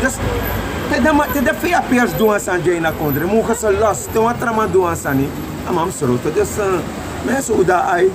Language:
Sranan Tongo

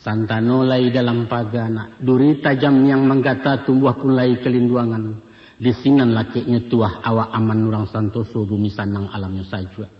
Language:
Minangkabau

